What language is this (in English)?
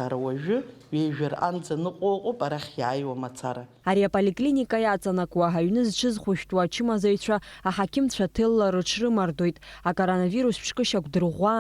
Abkhazian